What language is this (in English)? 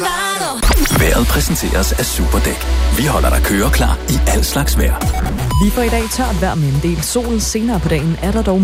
Danish